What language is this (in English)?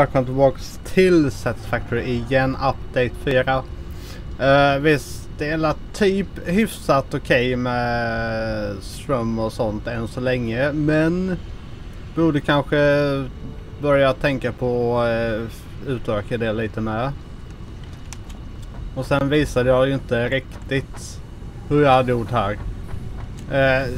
Swedish